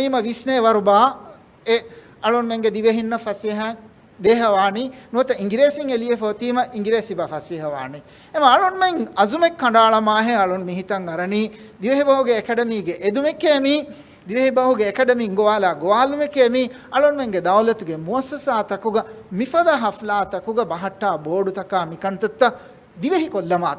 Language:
Divehi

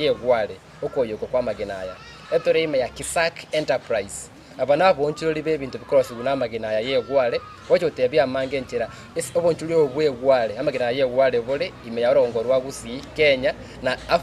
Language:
Gusii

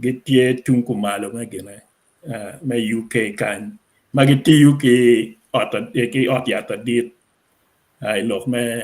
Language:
Acoli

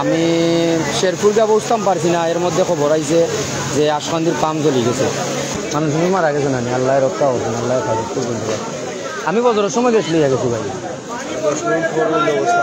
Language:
Sylheti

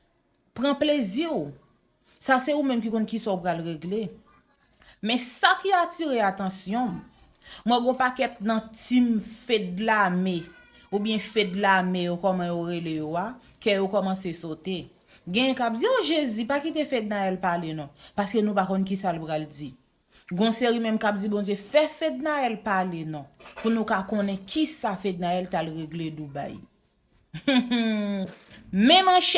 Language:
Haitian Creole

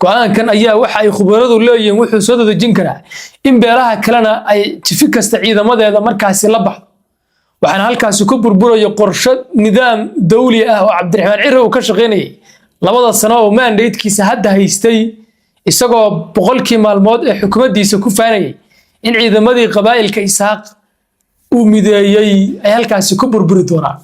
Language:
Somali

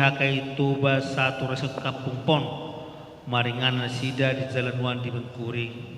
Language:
Batak Toba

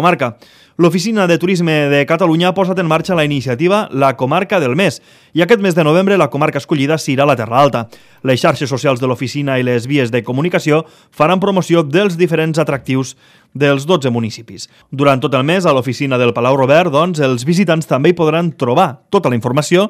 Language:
Catalan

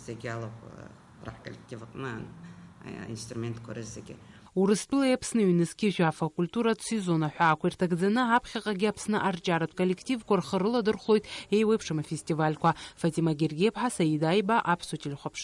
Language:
Abkhazian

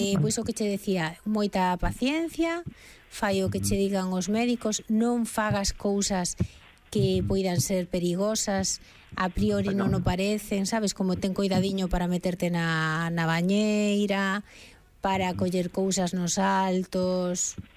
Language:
Galician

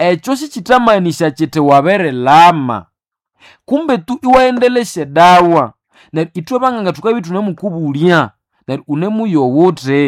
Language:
Nande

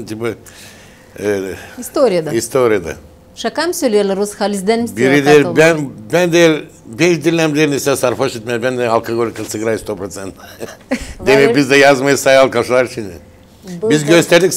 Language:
Gagauz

